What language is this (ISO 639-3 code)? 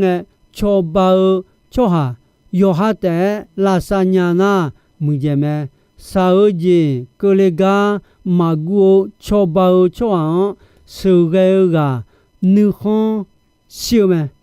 ahk